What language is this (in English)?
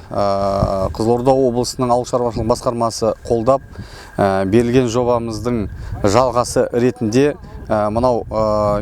Kazakh